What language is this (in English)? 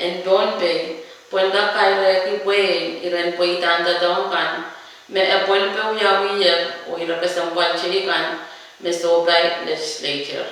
Pohnpeian